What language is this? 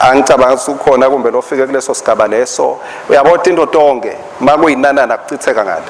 Swati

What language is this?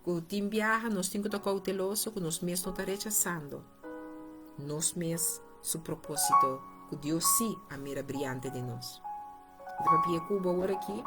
Papiamento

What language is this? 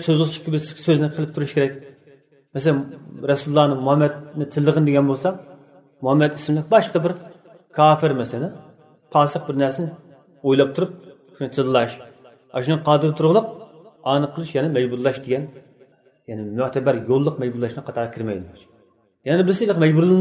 Uyghur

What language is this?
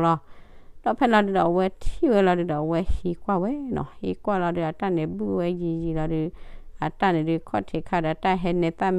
S'gaw Karen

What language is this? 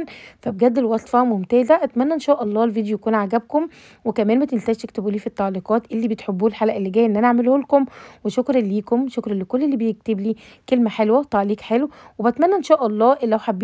Egyptian Arabic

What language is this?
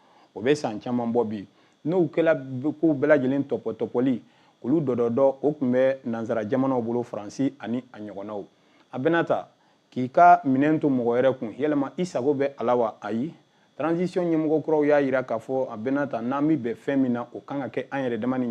Bambara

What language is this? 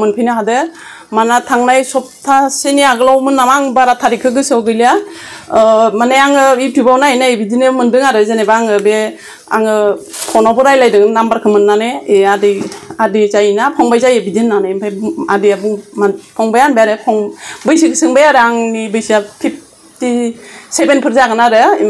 Bodo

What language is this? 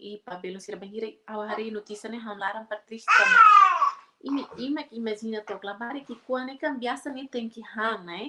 Tetum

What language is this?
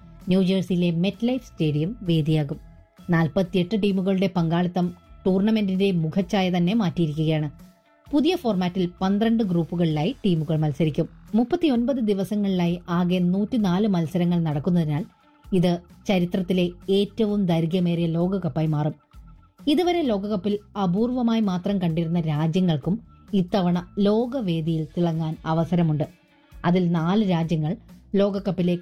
Malayalam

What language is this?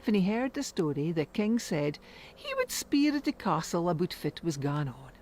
Scots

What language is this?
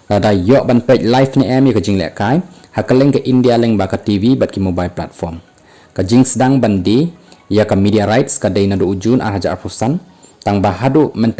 Khasi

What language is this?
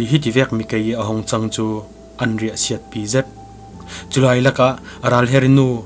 Falam Chin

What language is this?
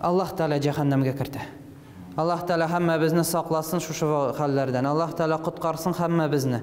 Tatar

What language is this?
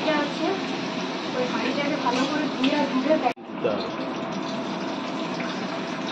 Bangla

